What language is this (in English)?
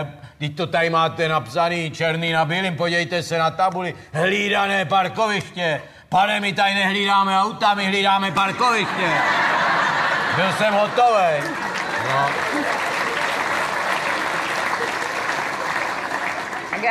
Czech